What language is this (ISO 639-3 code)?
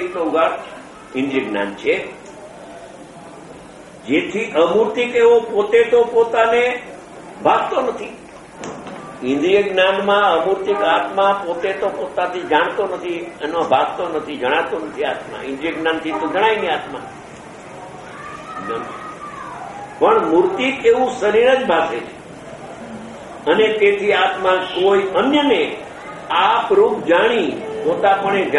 guj